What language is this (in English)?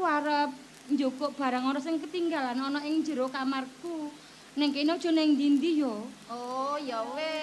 Javanese